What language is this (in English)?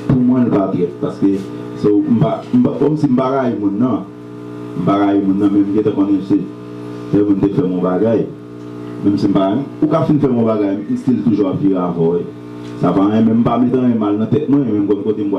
Haitian Creole